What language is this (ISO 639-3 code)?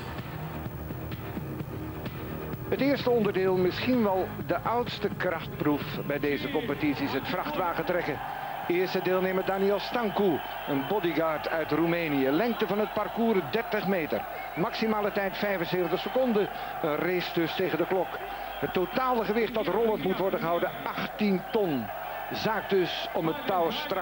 nld